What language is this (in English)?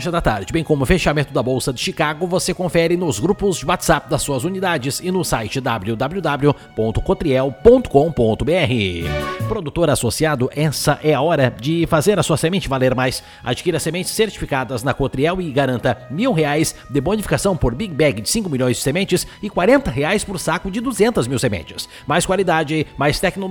Portuguese